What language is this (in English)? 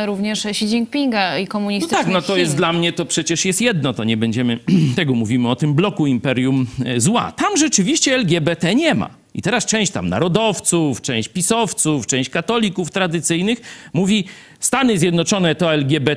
Polish